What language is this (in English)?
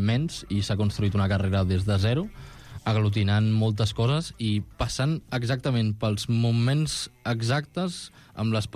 Catalan